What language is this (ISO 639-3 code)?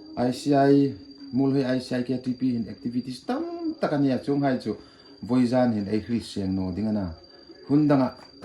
hmr